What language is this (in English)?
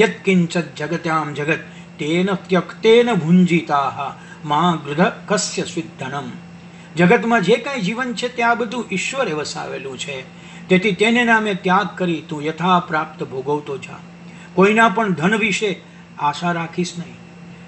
Gujarati